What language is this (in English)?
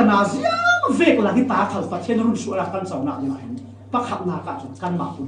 Falam Chin